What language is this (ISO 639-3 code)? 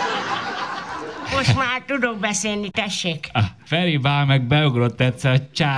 hun